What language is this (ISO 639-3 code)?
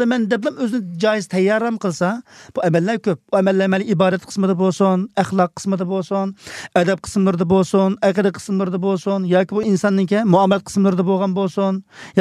uig